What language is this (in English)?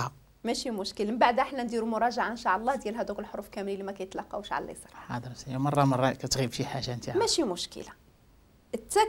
Moroccan Arabic